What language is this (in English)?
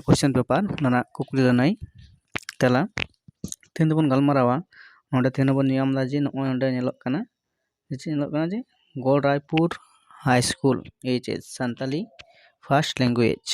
Santali